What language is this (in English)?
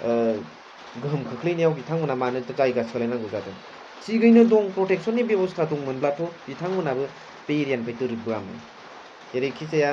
Bodo